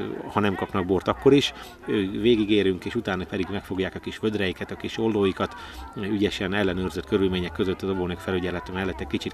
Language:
Hungarian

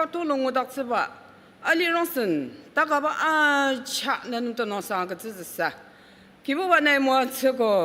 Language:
Ao Naga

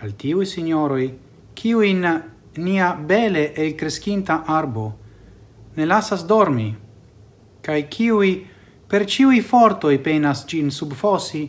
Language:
Esperanto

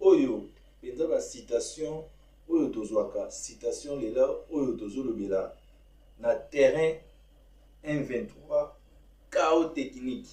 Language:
Lingala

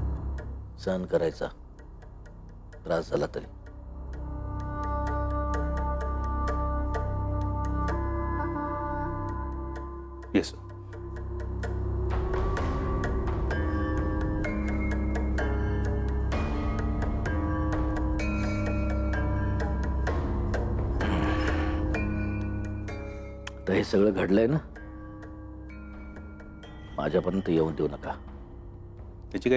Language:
Marathi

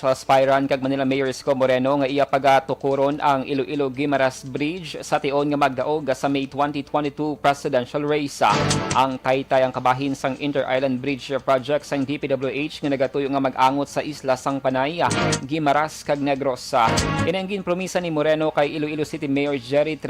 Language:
Hiligaynon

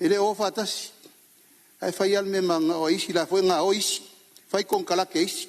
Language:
Samoan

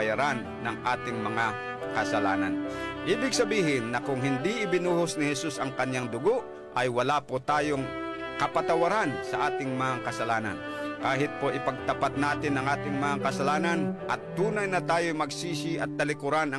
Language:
Filipino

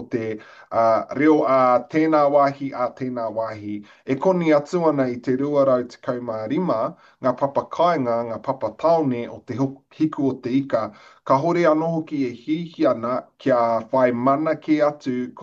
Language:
Māori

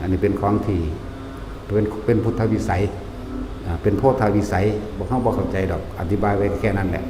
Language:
Lao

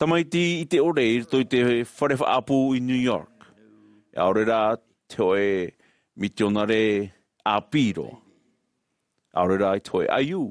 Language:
Tahitian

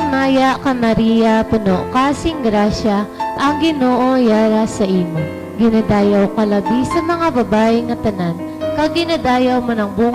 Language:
Hiligaynon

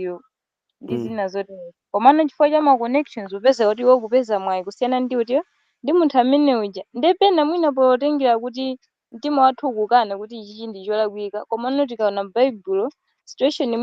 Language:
Nyanja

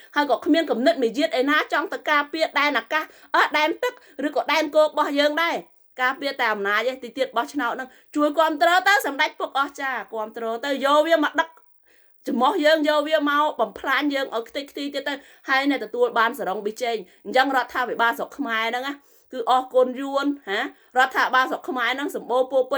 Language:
Khmer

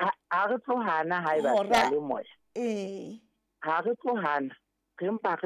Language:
Southern Sotho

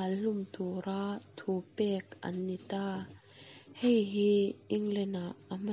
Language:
Mizo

